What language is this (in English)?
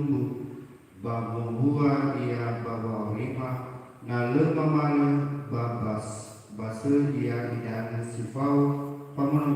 Nias